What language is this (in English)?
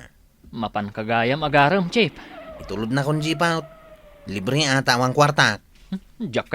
Iloko